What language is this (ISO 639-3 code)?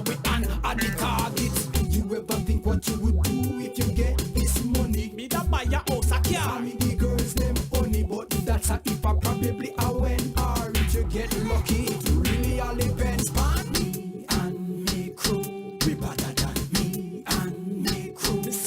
jam